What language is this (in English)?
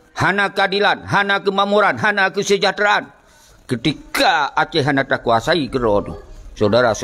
Achinese